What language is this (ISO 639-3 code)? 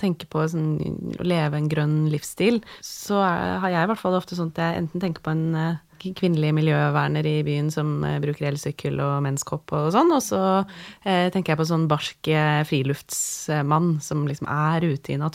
nor